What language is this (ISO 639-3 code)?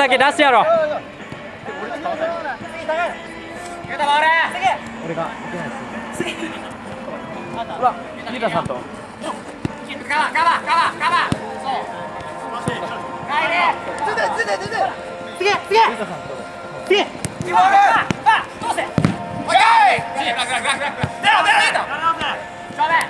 jpn